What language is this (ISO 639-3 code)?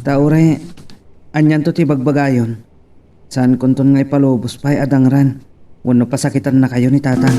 ilo